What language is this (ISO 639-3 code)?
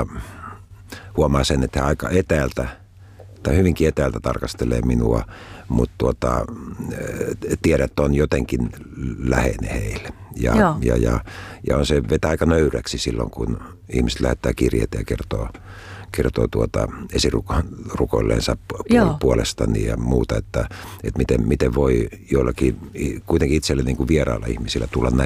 fin